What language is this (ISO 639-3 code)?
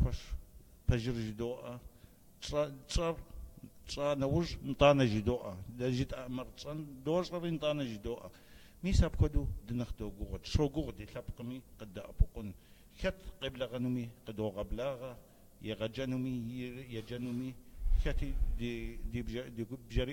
kbd